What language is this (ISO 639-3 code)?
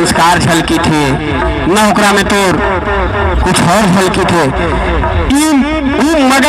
mag